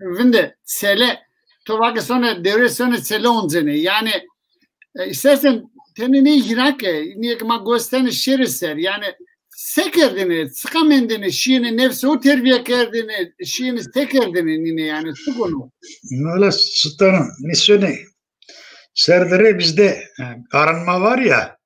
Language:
Zaza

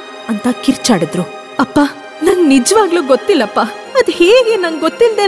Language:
Kannada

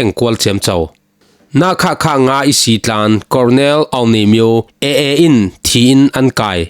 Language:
Falam Chin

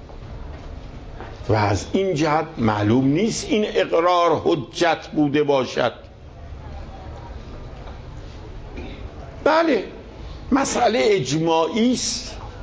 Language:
Persian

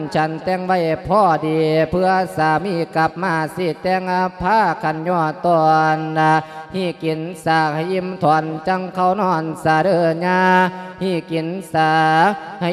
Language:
Lao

